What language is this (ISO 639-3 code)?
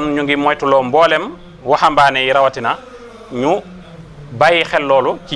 wol